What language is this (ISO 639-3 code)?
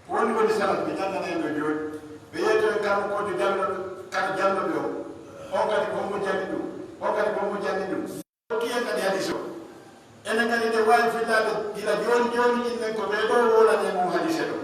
fuf